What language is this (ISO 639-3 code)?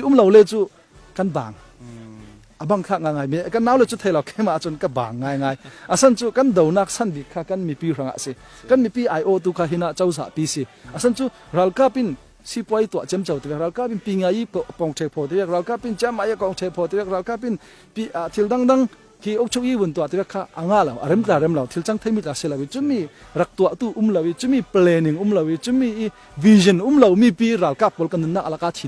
cfm